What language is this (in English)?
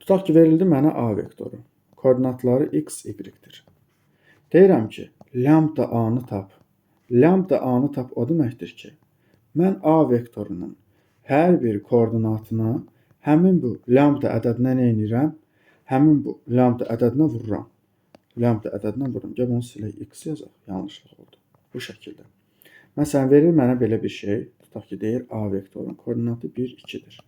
Azerbaijani